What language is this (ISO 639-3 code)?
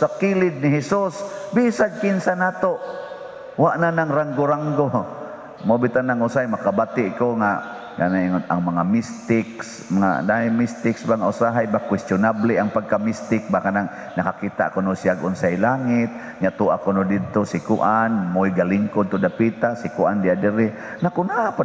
ceb